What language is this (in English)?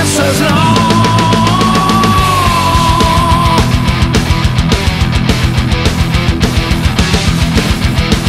Czech